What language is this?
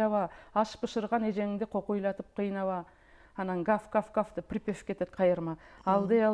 Kyrgyz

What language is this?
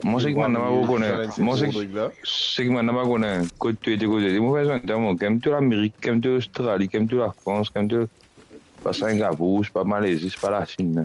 Morisyen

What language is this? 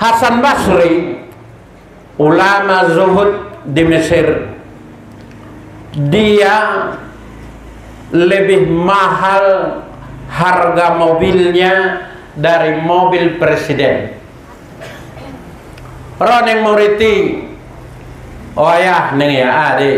Batak Mandailing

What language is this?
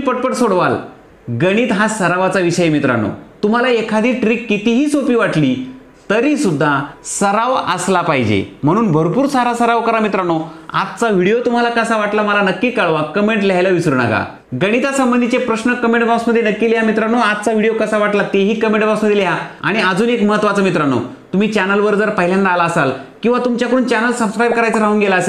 Marathi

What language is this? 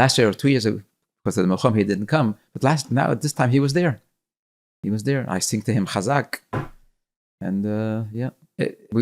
Yiddish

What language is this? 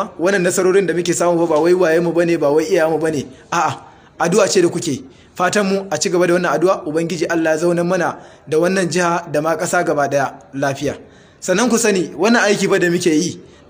Hausa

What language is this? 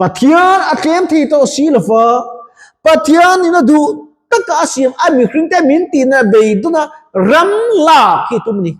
Mizo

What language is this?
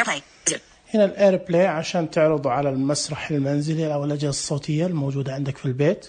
Najdi Arabic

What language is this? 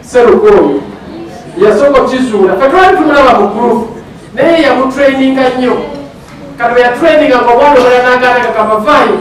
Ganda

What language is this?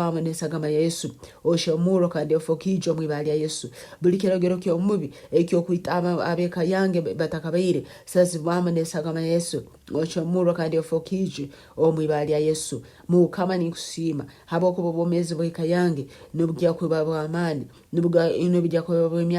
Nyankole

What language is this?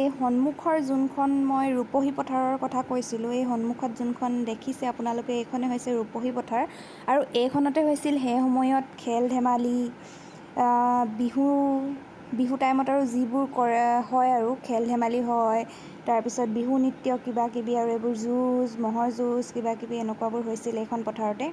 Assamese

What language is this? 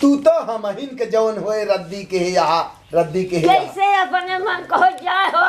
Awadhi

